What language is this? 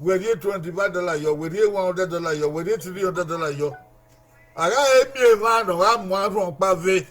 Bini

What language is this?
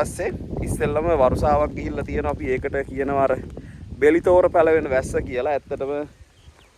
Sinhala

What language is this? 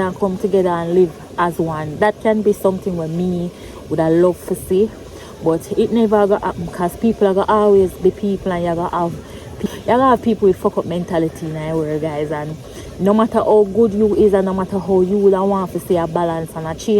Jamaican Creole English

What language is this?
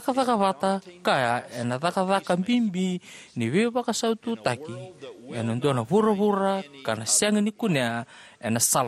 Fijian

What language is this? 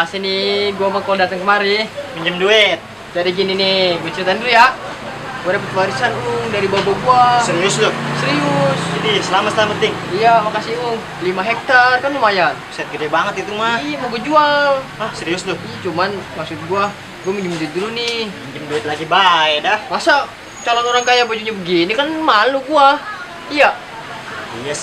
Betawi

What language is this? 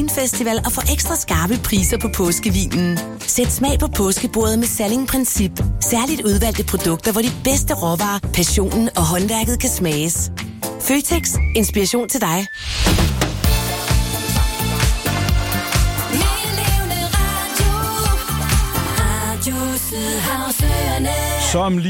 Danish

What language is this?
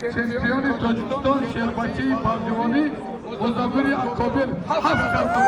Tajik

